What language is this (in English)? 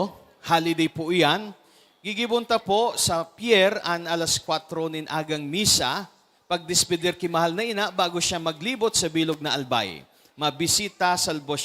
Bikol